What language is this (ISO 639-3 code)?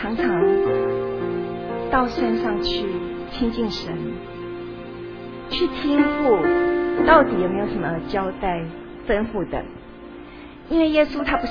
zho